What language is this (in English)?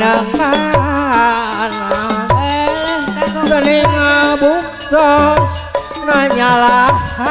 Sundanese